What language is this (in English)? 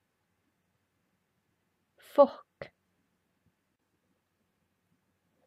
Icelandic